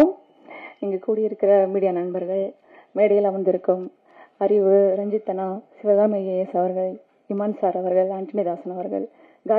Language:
Tamil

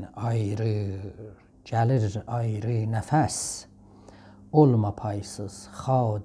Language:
South Azerbaijani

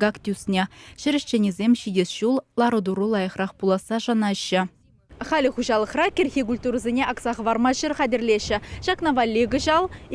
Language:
Chuvash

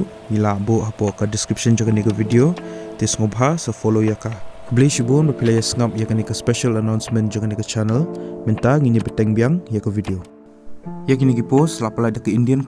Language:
Khasi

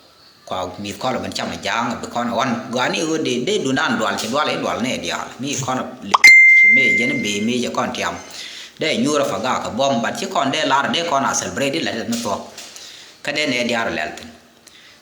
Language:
Nuer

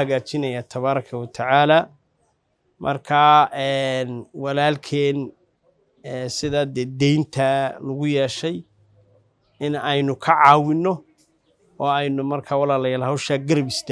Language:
Somali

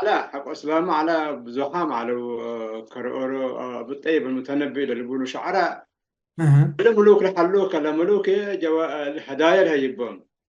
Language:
Tigre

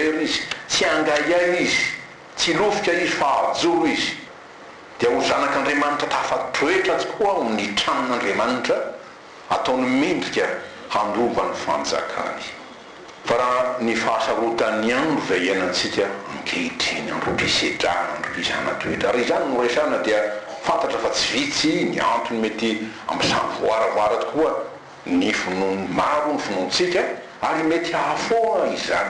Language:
Malagasy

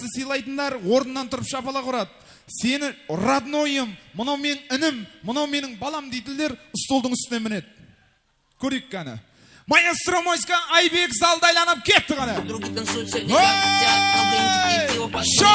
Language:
Kara-Kalpak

